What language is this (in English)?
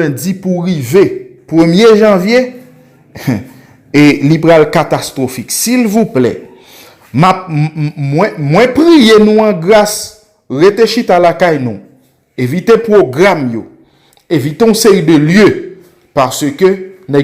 Haitian Creole